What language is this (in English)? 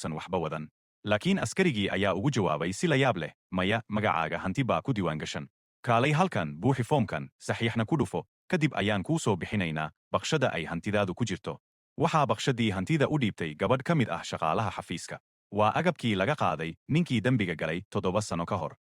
Somali